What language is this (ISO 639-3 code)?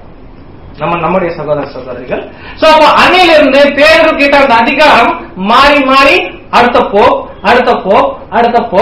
tam